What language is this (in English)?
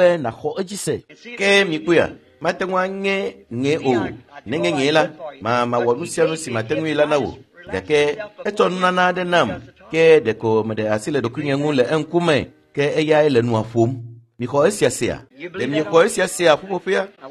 Ewe